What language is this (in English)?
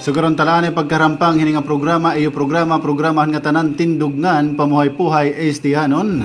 Waray